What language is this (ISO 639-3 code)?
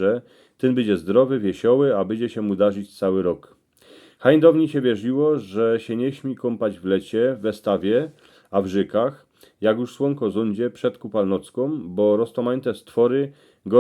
szl